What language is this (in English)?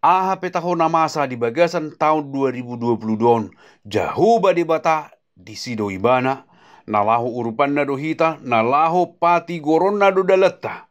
Batak Toba